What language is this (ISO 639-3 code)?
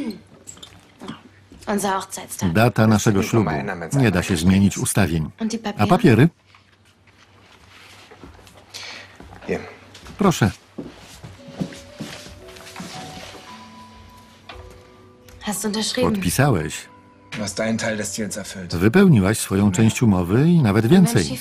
pol